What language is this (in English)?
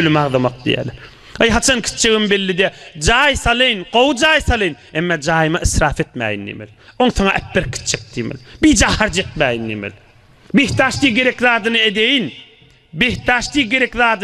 Turkmen